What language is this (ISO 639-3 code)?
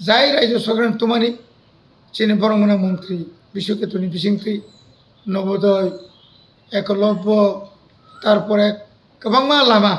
trp